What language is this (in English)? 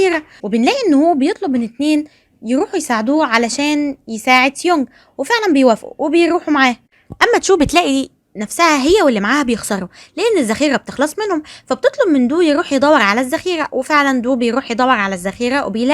Egyptian Arabic